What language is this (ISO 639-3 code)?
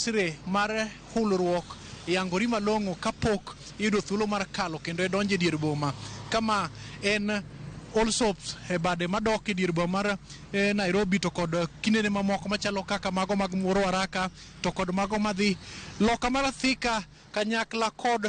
luo